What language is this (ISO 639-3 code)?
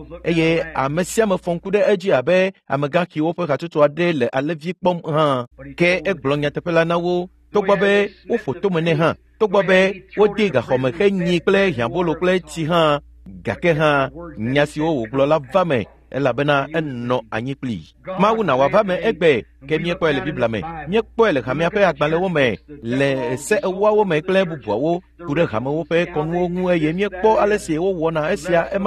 ewe